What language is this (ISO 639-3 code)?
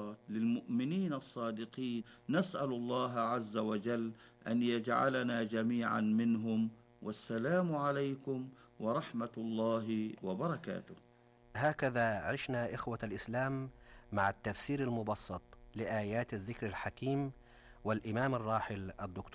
ara